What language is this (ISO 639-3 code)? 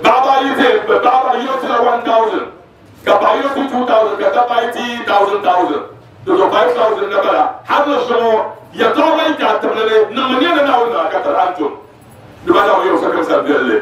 dag